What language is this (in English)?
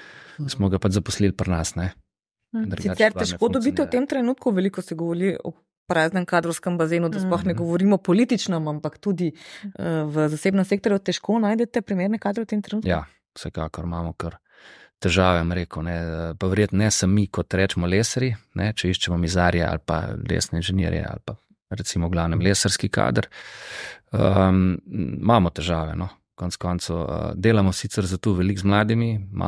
Slovenian